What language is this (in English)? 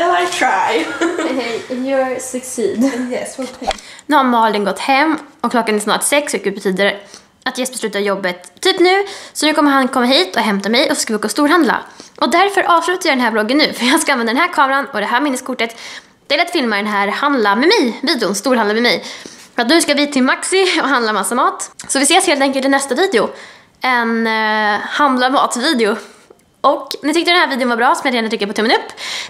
Swedish